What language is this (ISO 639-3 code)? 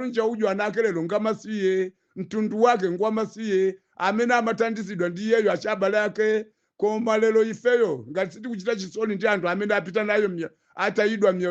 nya